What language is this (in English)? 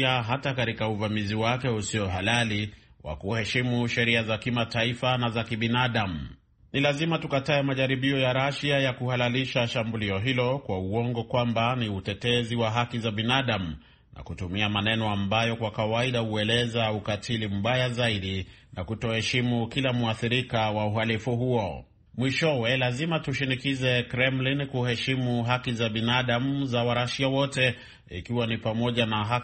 Swahili